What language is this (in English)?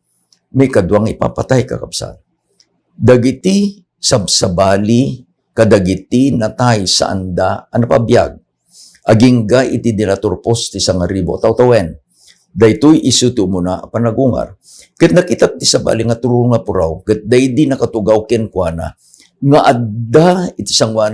Iloko